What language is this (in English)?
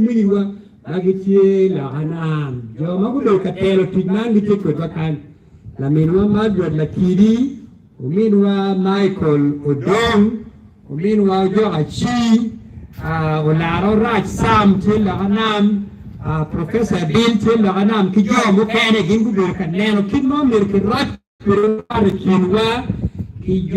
Acoli